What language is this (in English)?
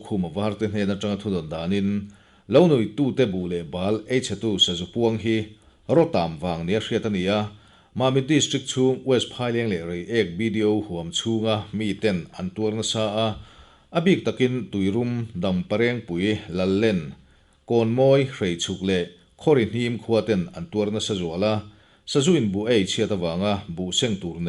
Mizo